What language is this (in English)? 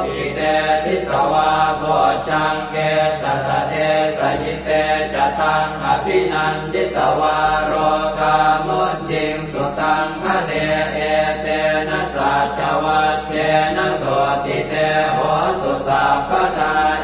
Pali